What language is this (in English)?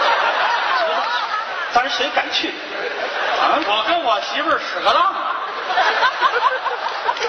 Chinese